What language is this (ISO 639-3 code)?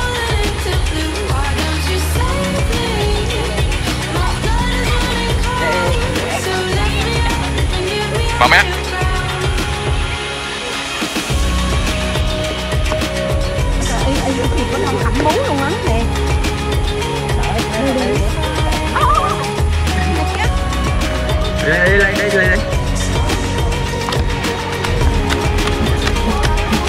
vie